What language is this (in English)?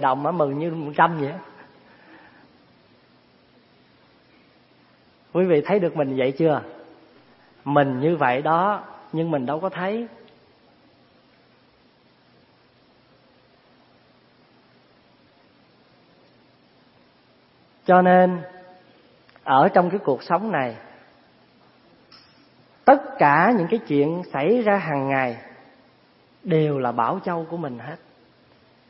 Vietnamese